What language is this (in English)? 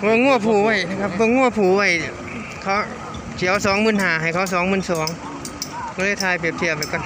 Northeastern Thai